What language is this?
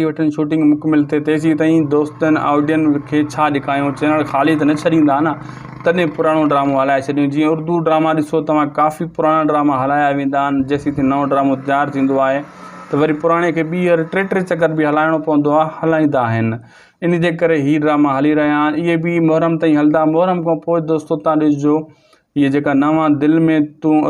Sindhi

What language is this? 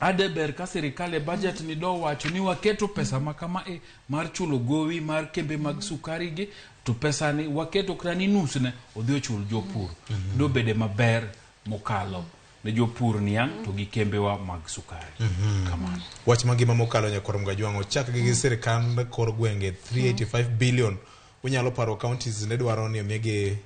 Luo (Kenya and Tanzania)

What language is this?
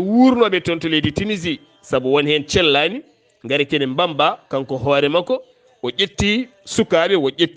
Fula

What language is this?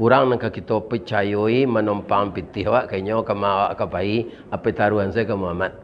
Minangkabau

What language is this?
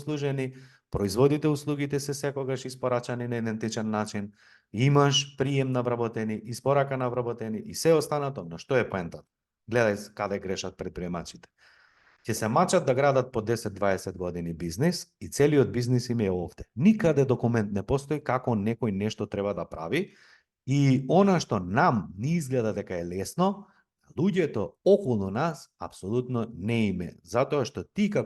Macedonian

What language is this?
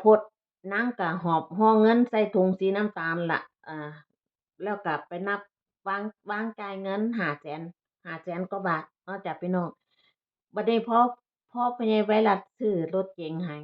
Northeastern Thai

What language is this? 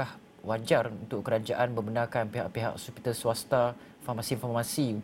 Malay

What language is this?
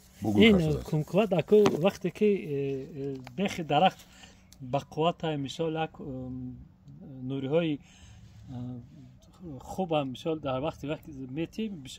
Tajik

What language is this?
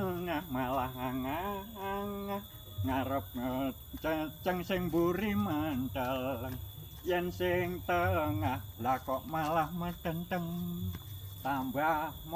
Javanese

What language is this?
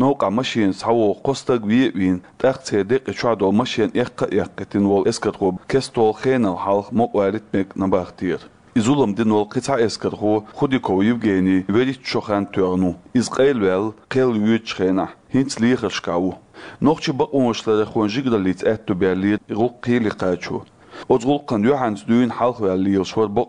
Chechen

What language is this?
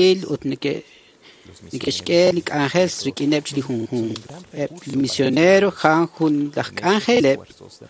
Kekchí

